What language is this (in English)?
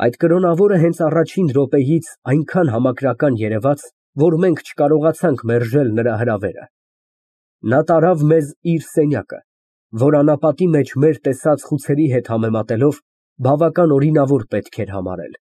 Armenian